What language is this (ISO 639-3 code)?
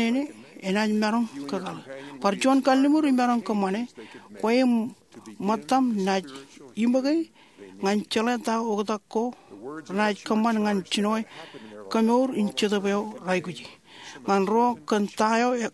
mah